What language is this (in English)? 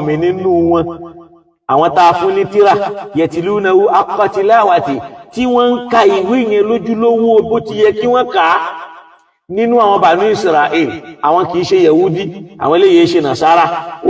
Yoruba